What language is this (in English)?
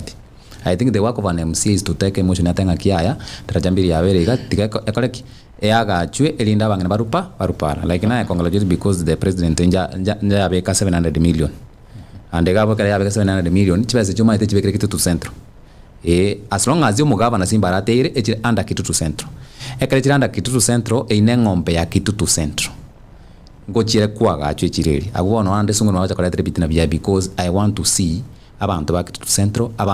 Gusii